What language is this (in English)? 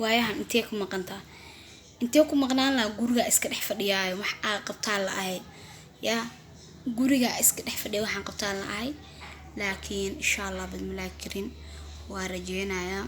Somali